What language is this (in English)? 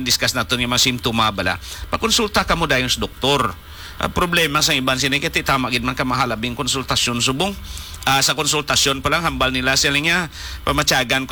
Hiligaynon